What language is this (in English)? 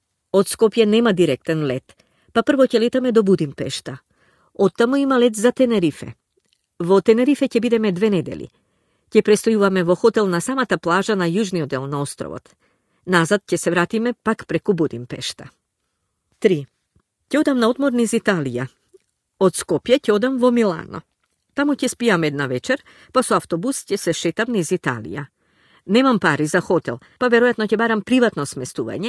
Macedonian